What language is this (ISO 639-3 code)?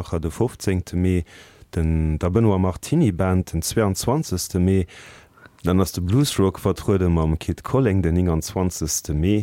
ltz